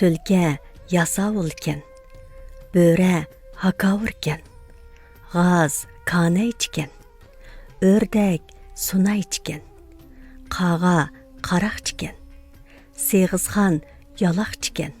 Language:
Uyghur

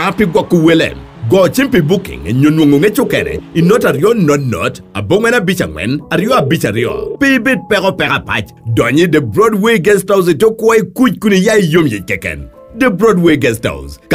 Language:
Lango (Uganda)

